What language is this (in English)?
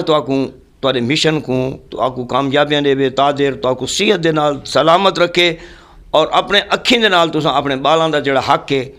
Saraiki